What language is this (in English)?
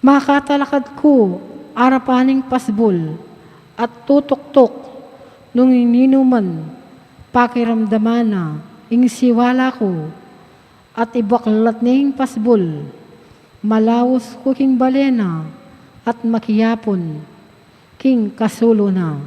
Pampanga